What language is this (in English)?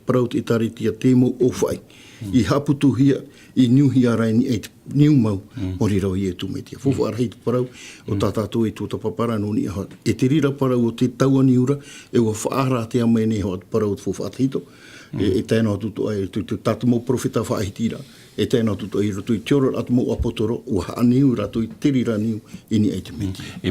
Tahitian